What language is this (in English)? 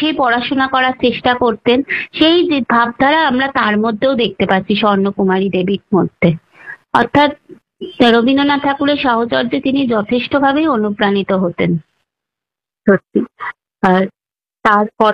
Bangla